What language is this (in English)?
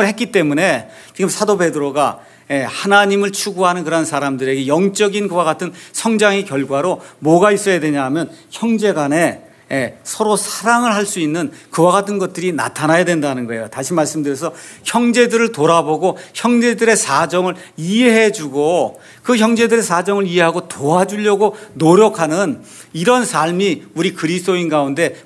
Korean